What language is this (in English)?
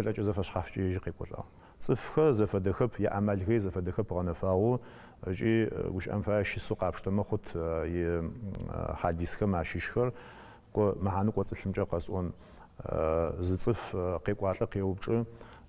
Adyghe